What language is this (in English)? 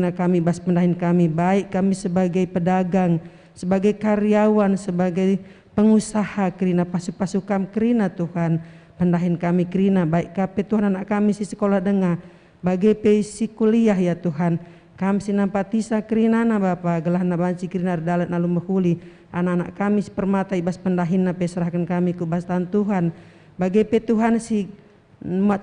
Batak Karo